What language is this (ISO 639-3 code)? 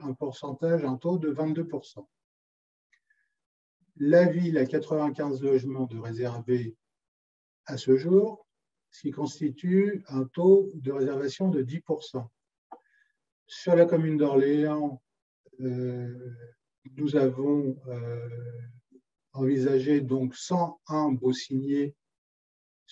fra